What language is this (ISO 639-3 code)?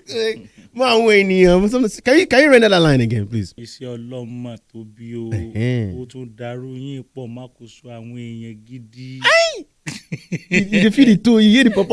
pcm